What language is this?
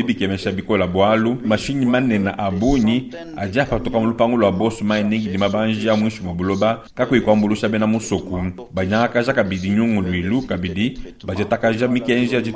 Luba-Lulua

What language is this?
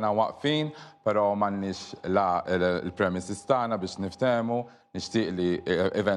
Maltese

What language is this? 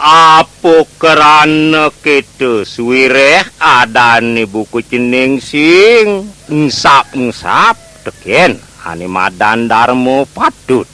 Balinese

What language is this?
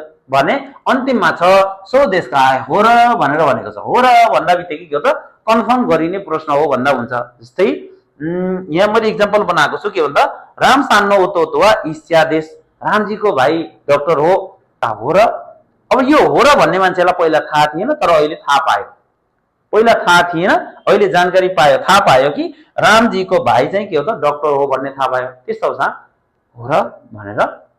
Nepali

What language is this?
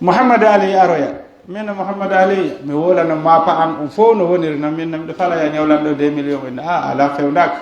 Pular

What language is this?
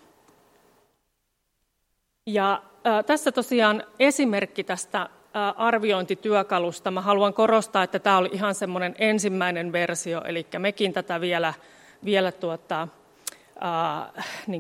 Finnish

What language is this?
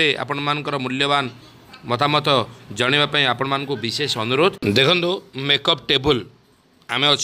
Odia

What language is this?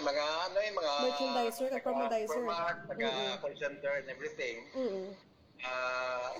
Hiligaynon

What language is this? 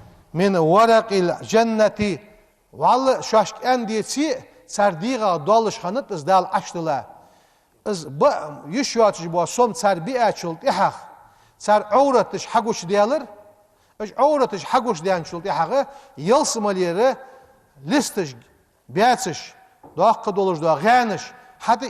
Ingush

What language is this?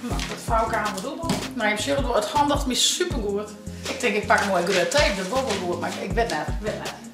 Western Frisian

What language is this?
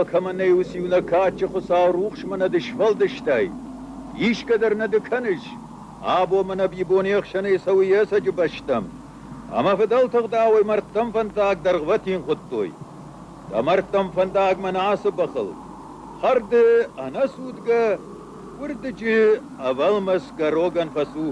Ossetic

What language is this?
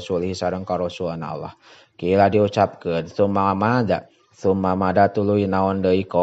Sundanese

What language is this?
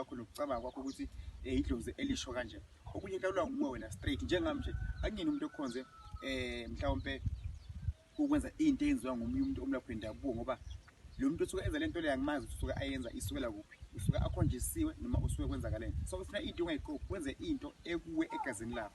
Zulu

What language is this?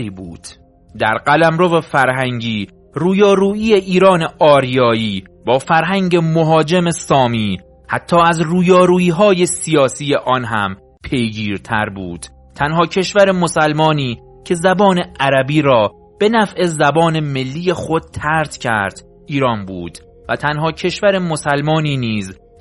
Persian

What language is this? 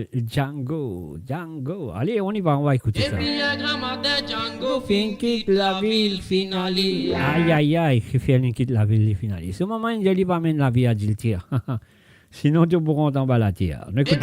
Morisyen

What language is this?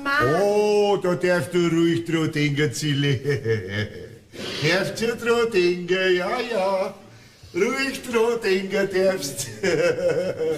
Bavarian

